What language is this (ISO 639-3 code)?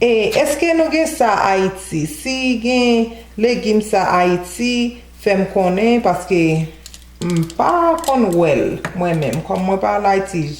hat